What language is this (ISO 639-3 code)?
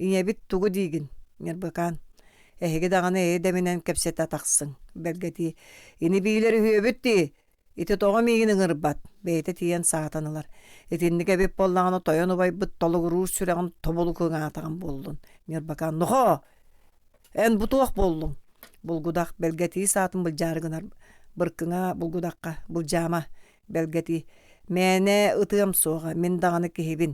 sah